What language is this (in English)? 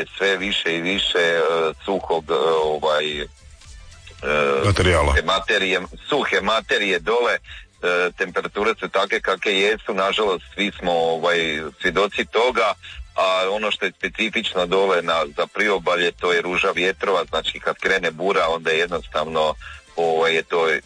Croatian